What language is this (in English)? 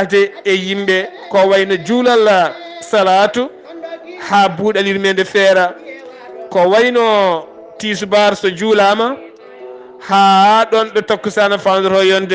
Fula